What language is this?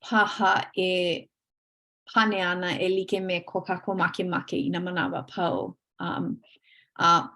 Hawaiian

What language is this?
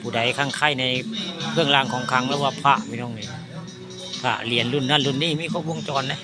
Northeastern Thai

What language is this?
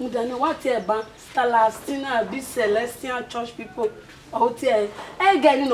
Bini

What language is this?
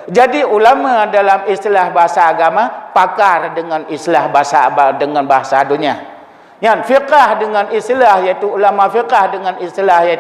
Achinese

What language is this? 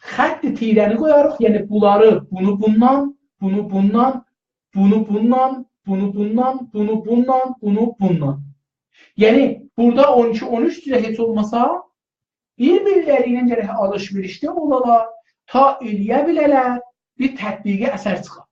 South Azerbaijani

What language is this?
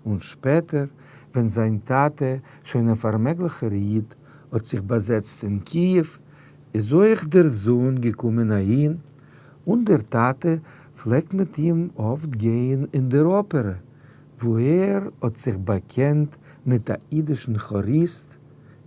Yiddish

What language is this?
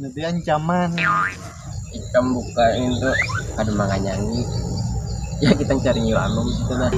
Banjar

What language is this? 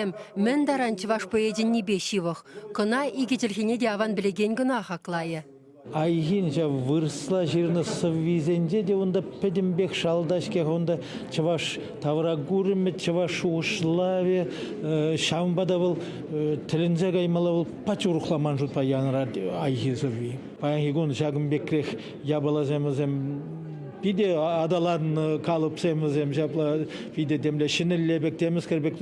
Chuvash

